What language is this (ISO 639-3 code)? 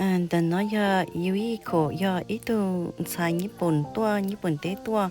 hmn